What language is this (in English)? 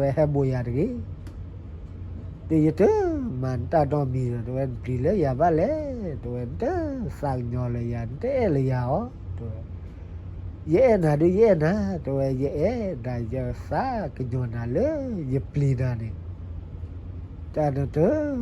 S'gaw Karen